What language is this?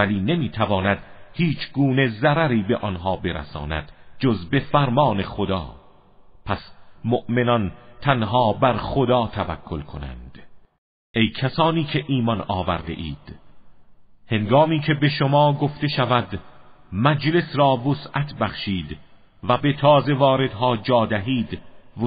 Persian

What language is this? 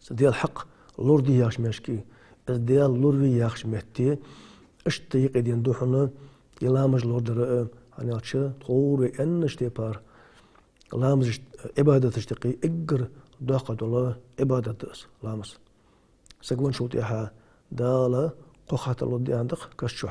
Ingush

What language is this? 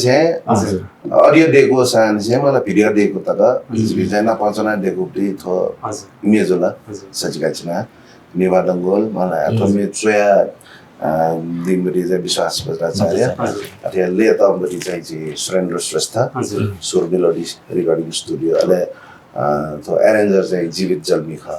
Newari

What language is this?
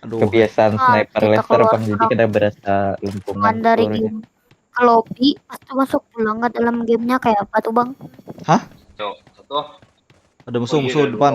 Banjar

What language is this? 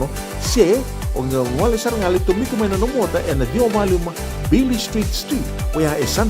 Fijian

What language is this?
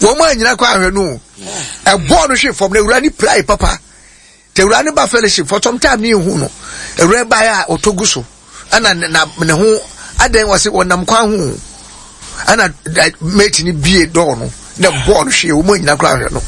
Akan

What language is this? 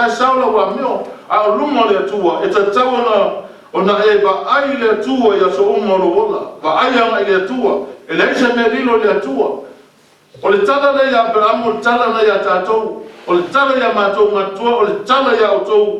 Samoan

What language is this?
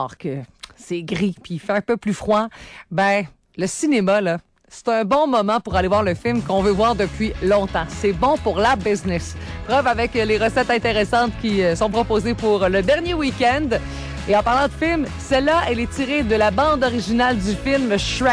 French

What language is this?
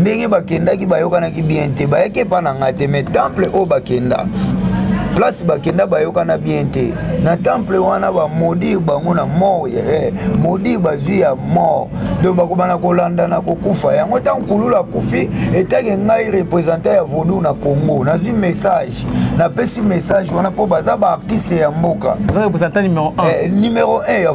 Lingala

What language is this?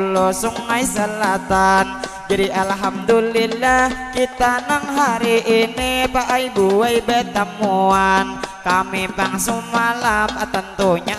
Banjar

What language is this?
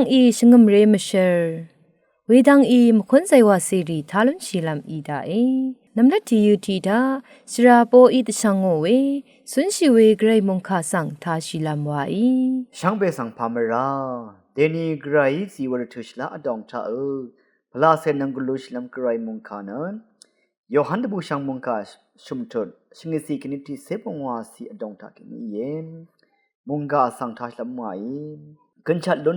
Rawang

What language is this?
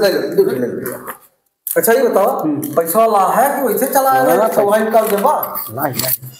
Awadhi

